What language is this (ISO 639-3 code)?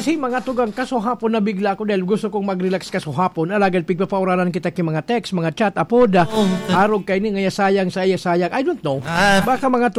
bik